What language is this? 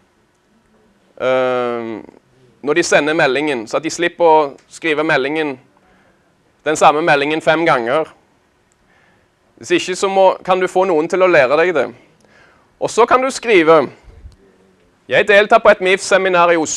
Norwegian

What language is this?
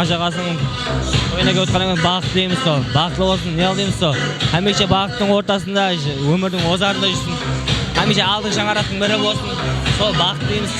Kara-Kalpak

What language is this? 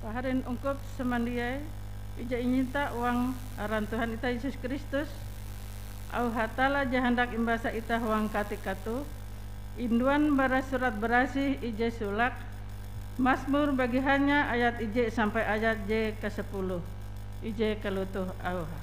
Ngaju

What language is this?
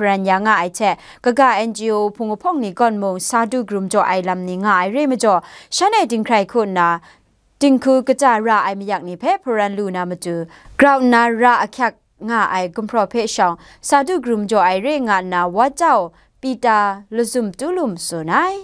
Kachin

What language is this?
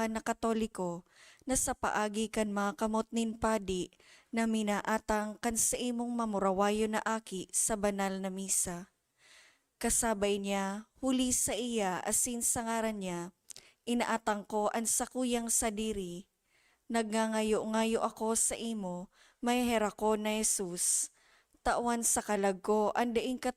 Bikol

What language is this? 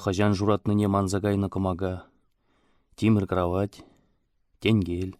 Chuvash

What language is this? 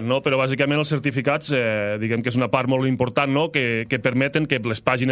Catalan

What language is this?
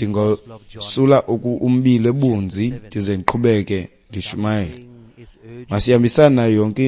Xhosa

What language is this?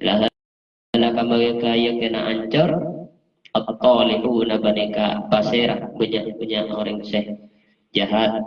Madurese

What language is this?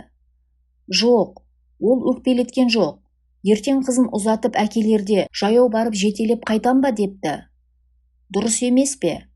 Kazakh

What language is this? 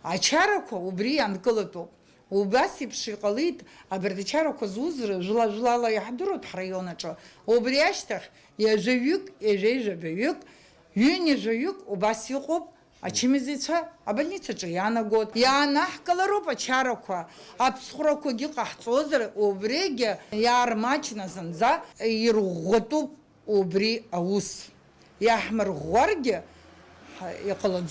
Abkhazian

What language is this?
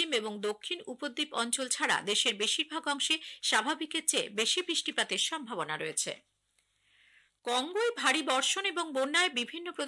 Bangla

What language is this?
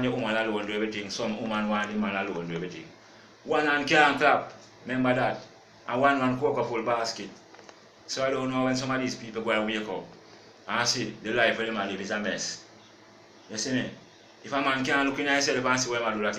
Jamaican Creole English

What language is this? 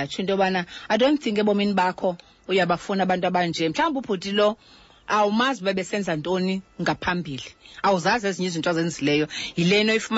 Xhosa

